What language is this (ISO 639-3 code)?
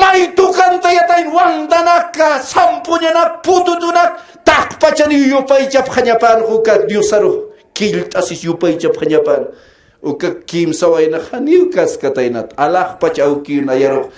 aym